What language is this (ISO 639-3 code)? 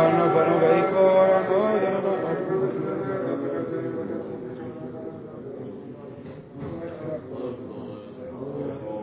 heb